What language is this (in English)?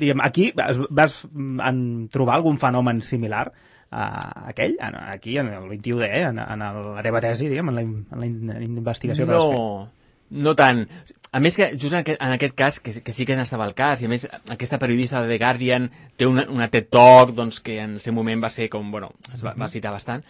Catalan